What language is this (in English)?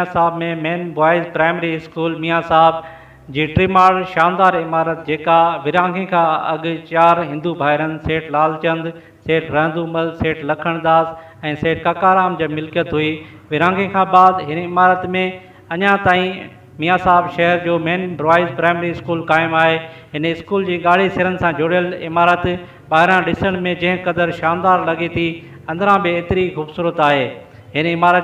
Sindhi